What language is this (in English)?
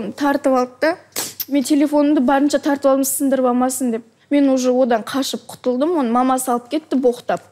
Kazakh